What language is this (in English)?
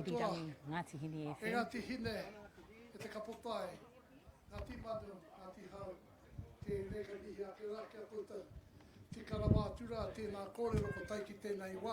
Māori